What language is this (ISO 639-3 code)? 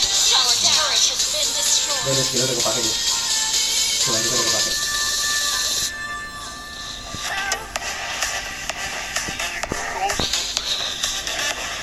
ind